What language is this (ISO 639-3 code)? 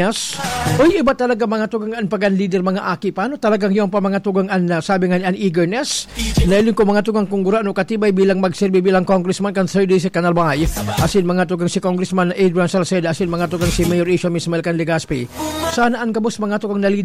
bik